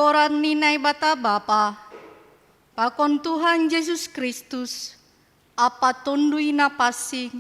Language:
Batak Simalungun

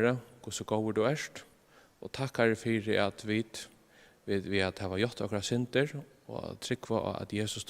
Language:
Faroese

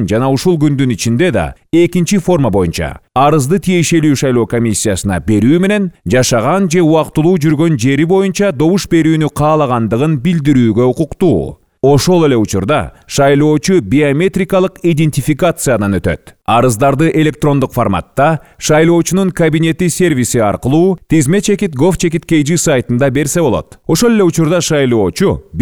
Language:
Kyrgyz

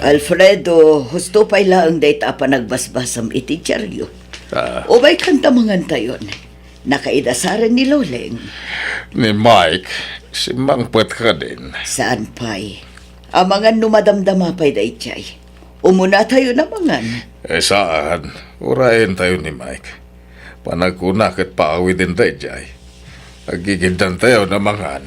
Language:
Iloko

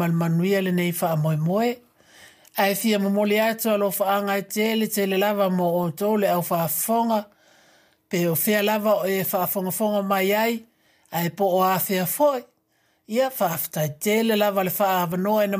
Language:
Samoan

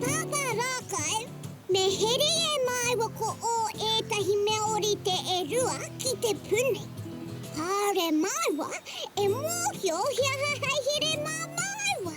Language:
Māori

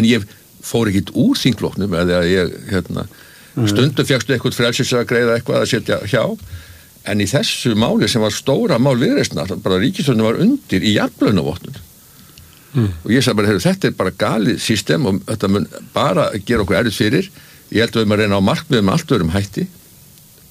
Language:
Icelandic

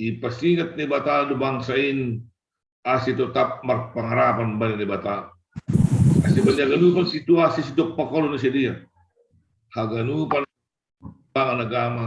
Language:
Batak Simalungun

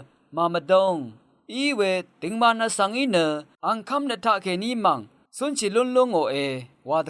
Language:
Rawang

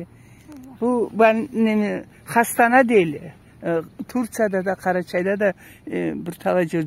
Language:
Karachay-Balkar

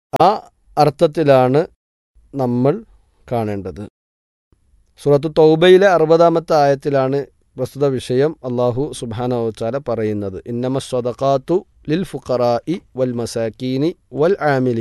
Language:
Malayalam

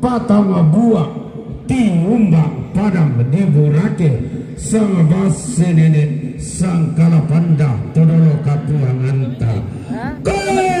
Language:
Toraja-Sa'dan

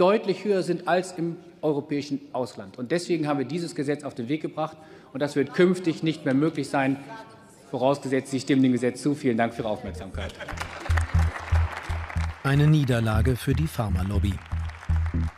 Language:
German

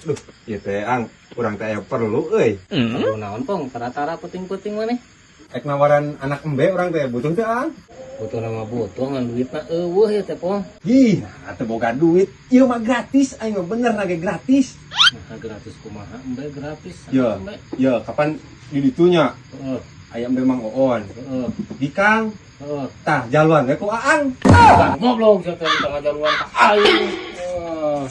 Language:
Sundanese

